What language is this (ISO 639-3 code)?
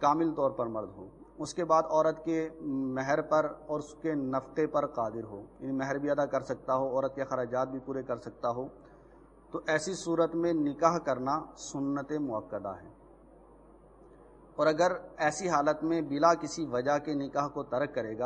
urd